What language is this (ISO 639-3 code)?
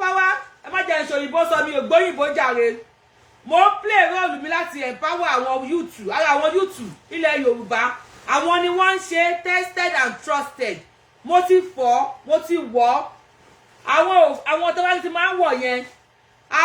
yor